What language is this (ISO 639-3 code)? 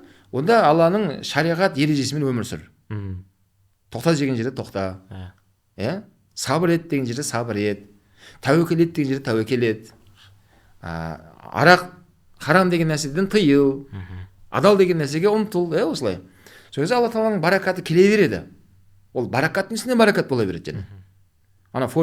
kaz